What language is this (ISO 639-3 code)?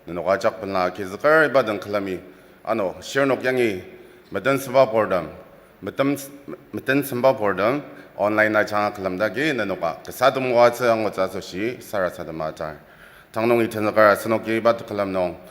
njo